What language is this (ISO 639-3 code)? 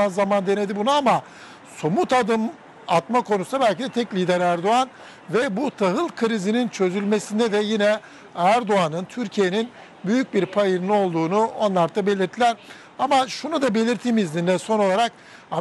tur